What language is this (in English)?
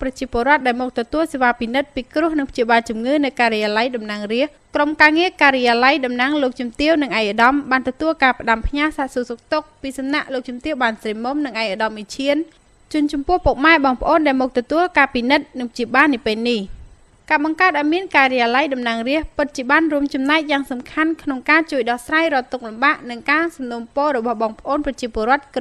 Khmer